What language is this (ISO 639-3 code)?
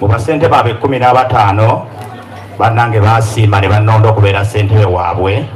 xog